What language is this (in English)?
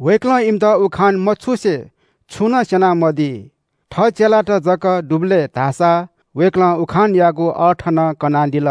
Newari